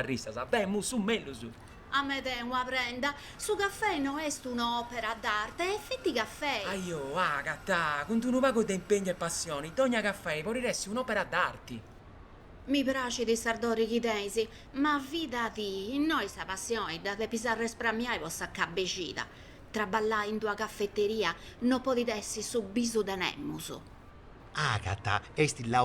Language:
Sardinian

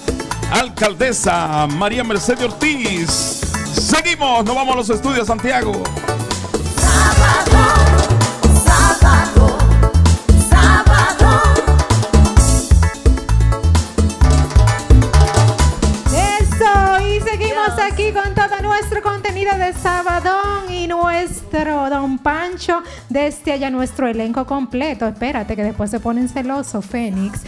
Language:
Spanish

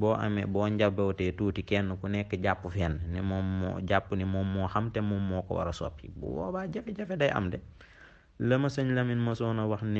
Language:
Wolof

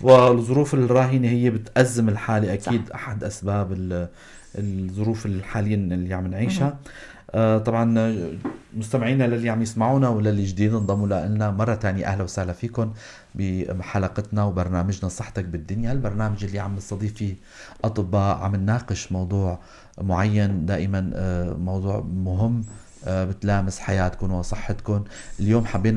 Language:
North Levantine Arabic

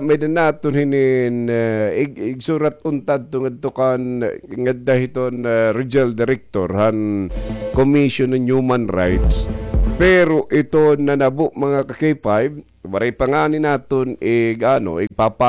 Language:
Waray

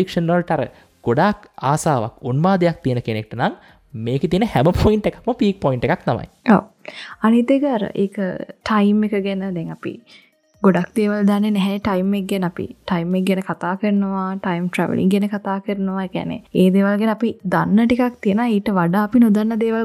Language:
Sinhala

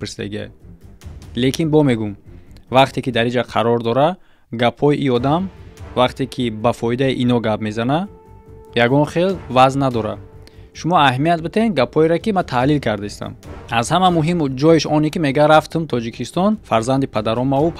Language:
Tajik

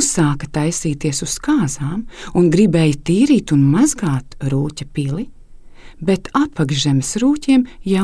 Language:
Latvian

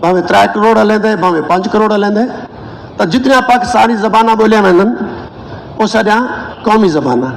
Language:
Saraiki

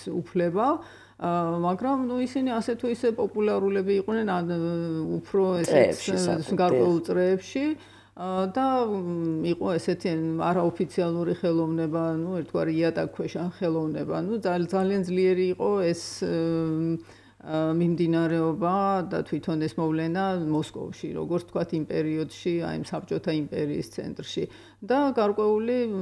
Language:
Georgian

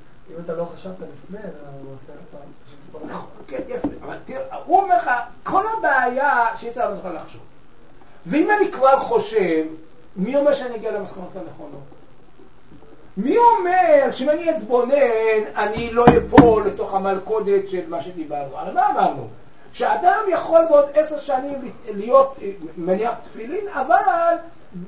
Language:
Hebrew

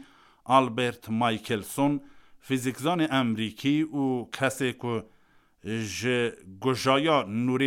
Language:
Kurdish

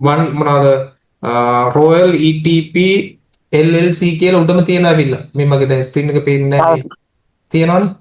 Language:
Sinhala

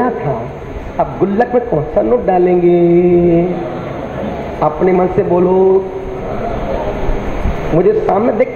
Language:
Hindi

